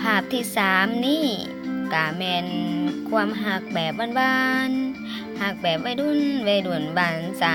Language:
Lao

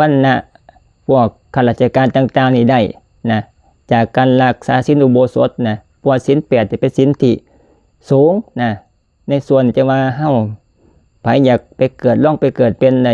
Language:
Northeastern Thai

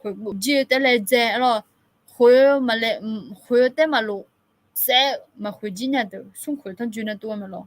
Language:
Akha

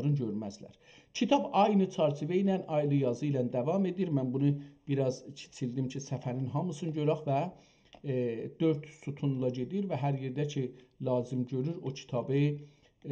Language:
South Azerbaijani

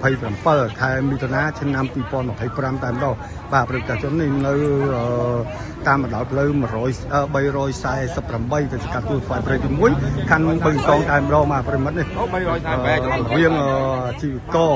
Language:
Khmer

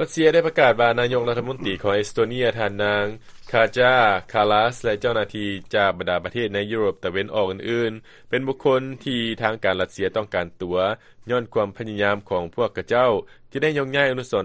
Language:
Lao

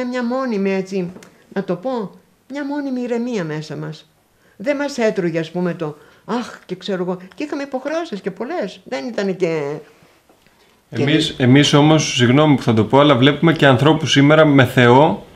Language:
Greek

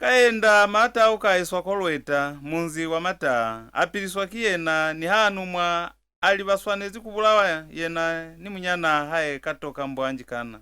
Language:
Lozi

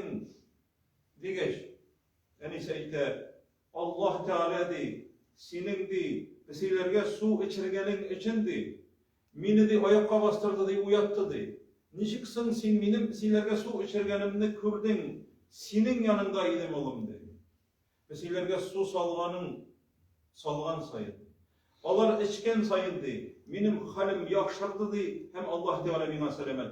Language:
Tatar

